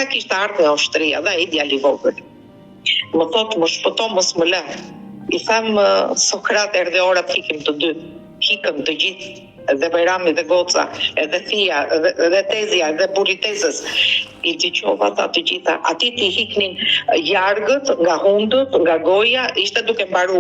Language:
Albanian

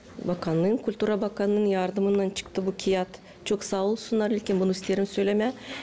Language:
Gagauz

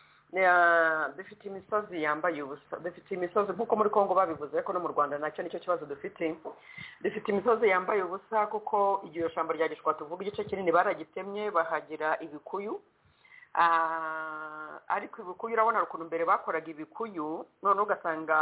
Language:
Kinyarwanda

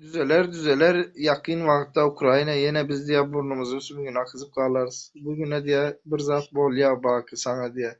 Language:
Turkmen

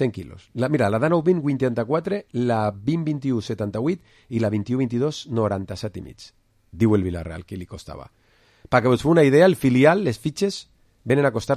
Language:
Catalan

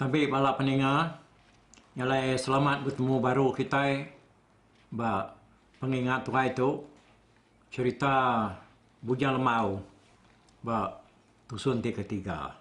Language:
Iban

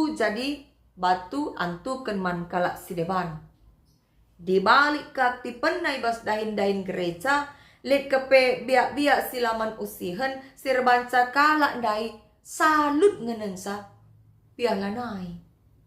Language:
Batak Karo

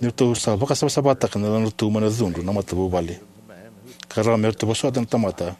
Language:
Fijian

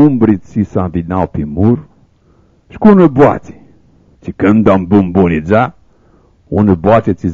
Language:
Aromanian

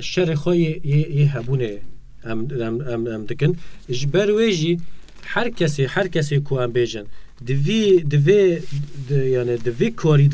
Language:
Kurdish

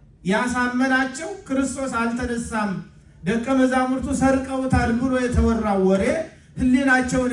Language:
Amharic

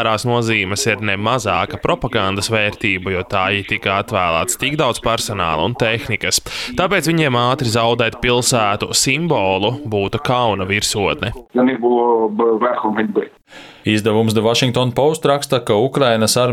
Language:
Latvian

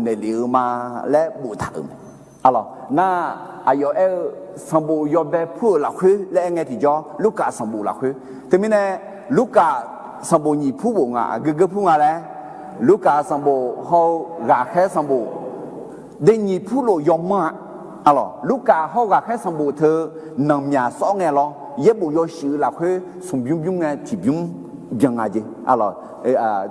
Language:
Akha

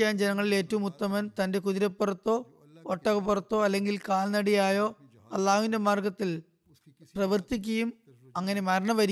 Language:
Malayalam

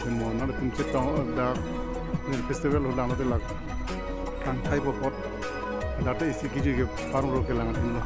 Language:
Karbi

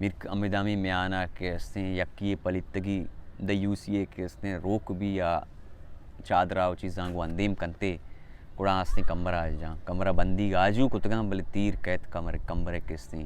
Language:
Baluchi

